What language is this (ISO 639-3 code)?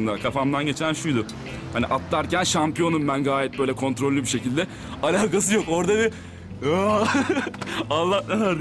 tur